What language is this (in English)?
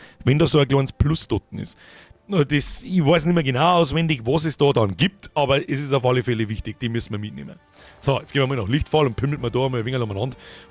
Bavarian